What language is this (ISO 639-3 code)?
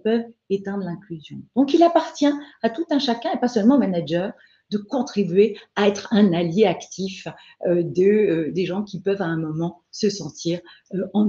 fra